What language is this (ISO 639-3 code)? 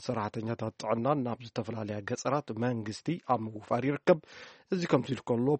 tir